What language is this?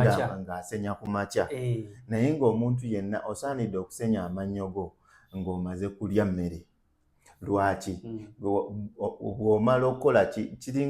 Ganda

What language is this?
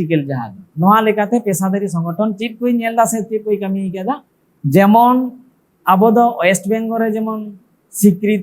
Santali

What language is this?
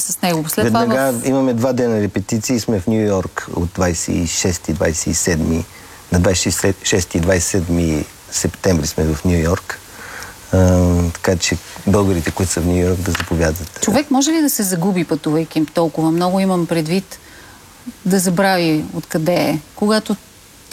Bulgarian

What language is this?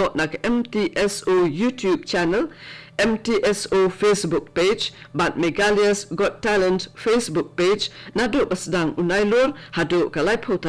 Khasi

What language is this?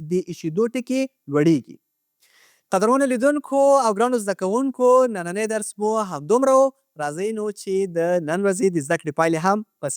Pashto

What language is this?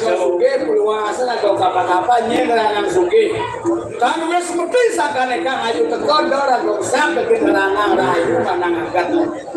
Balinese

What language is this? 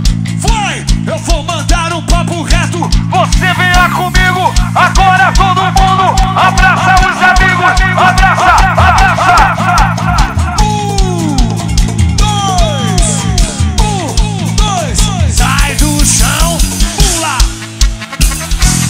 Portuguese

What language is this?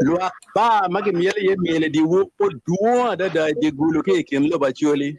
Acoli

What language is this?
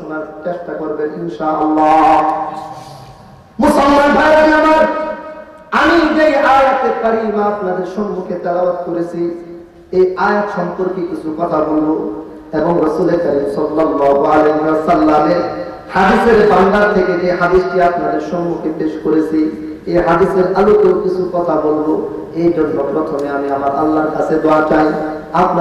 Bangla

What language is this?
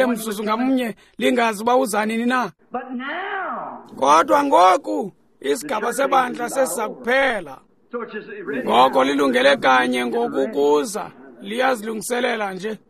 Xhosa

